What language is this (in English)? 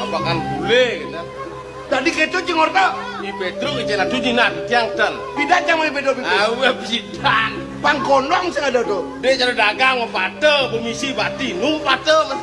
Balinese